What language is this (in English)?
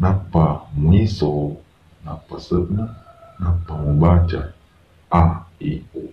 Buginese